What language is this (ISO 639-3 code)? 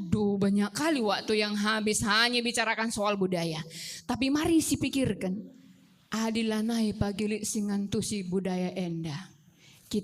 btx